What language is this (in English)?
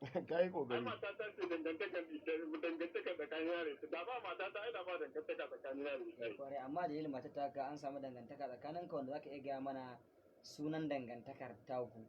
Hausa